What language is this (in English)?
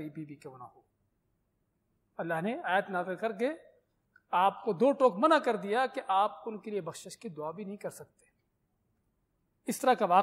Urdu